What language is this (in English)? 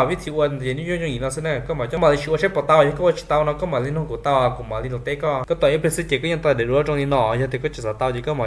Hmong